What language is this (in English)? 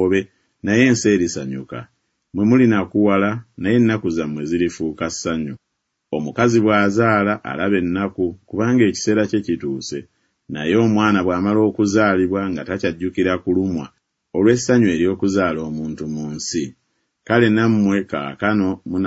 Ganda